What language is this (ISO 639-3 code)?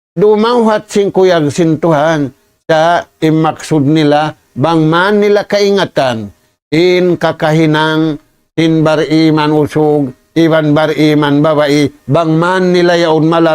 tsg